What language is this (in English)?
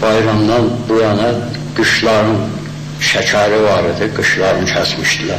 South Azerbaijani